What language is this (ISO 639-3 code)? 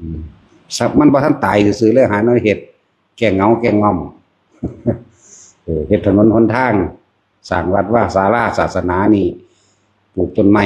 lao